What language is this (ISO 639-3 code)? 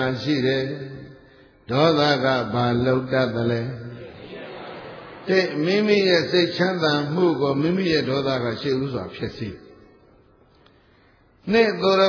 mya